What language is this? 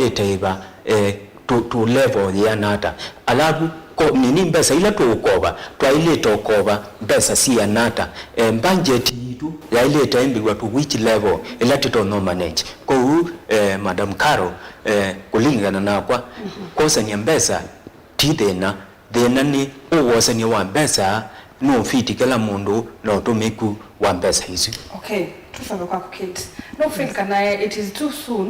Kamba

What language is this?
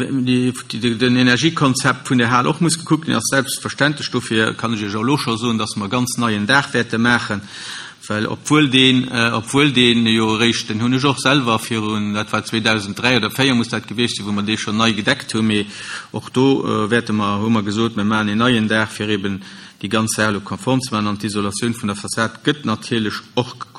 Luxembourgish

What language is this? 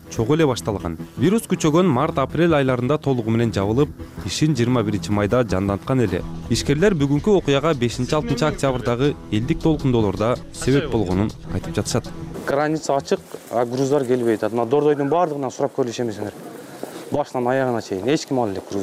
Kyrgyz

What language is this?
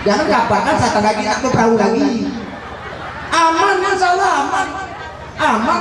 Musi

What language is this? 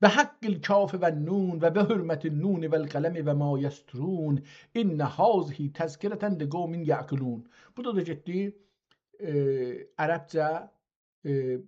South Azerbaijani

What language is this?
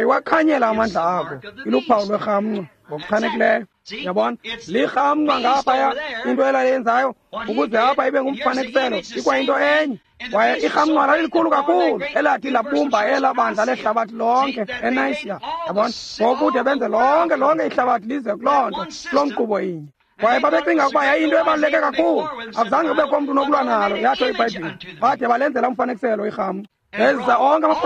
Xhosa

